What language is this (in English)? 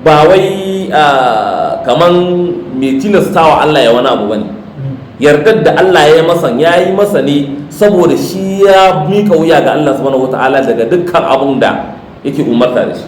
Hausa